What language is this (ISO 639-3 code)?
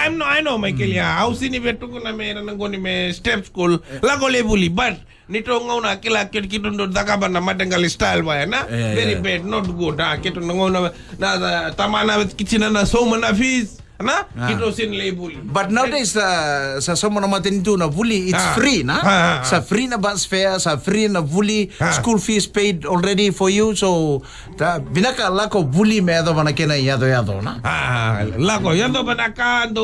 fij